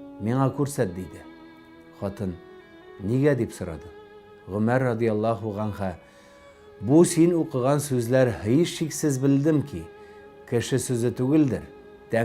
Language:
Tatar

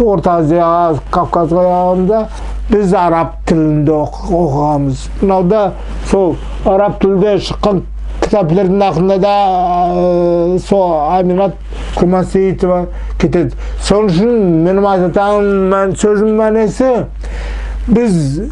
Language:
Nogai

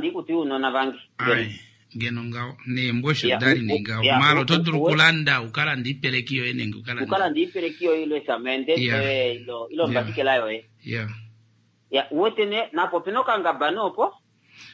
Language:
Kuanyama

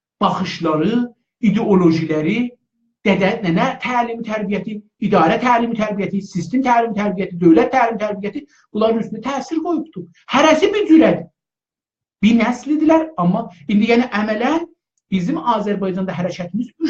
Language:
South Azerbaijani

